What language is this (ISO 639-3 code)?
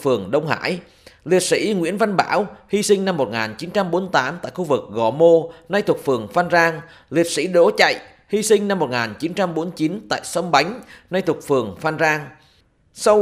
vie